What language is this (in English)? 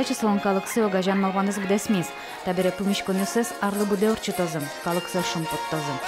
Udmurt